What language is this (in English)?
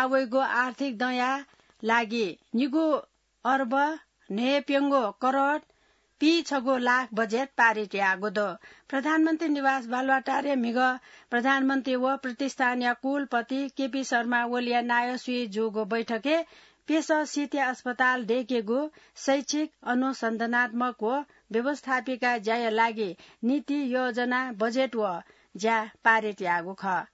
Newari